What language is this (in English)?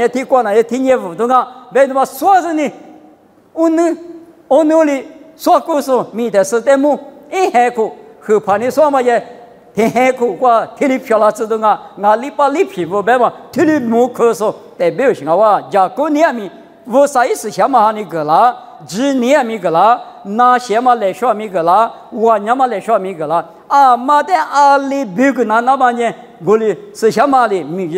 Lisu